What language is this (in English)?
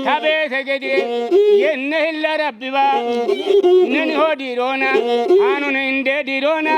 Kafa